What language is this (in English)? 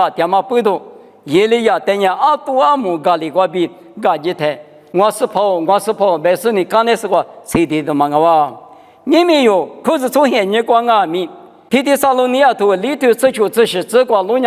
Lisu